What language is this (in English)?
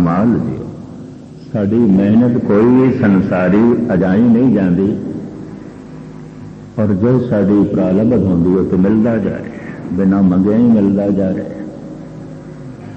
Punjabi